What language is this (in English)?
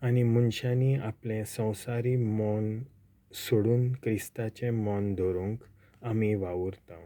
Konkani